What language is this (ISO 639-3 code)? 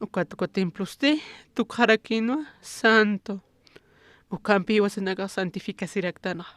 aym